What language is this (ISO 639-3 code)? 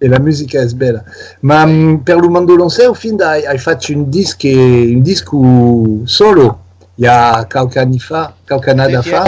oci